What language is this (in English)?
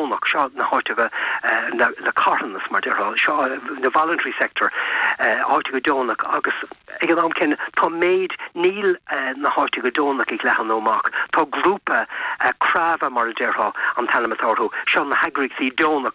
Irish